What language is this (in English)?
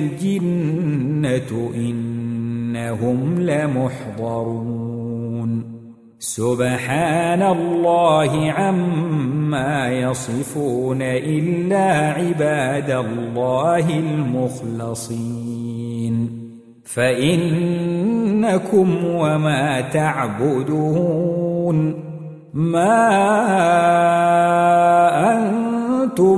Arabic